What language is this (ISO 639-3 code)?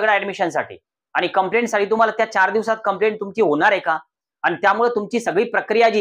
mar